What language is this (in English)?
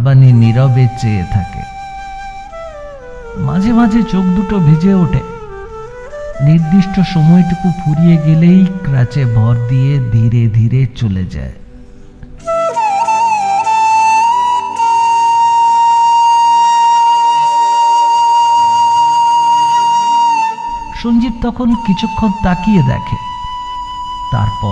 Bangla